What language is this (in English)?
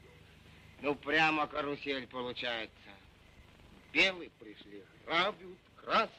Russian